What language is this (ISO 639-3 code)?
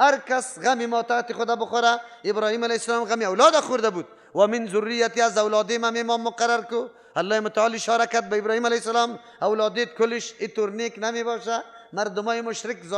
fas